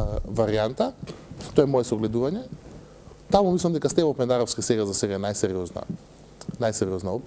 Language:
Macedonian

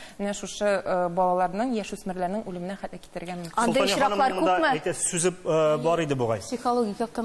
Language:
Tatar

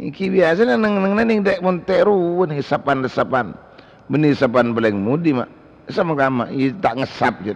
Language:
Madurese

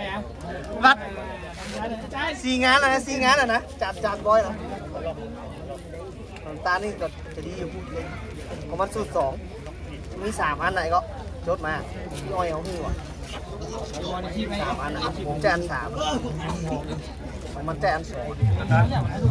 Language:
Thai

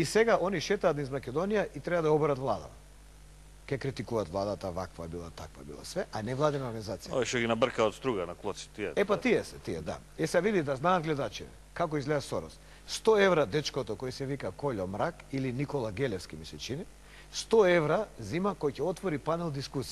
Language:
Macedonian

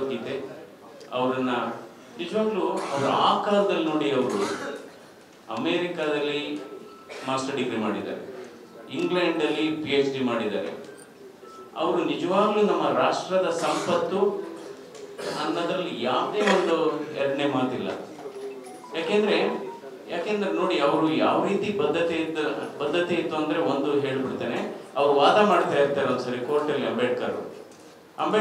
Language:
Kannada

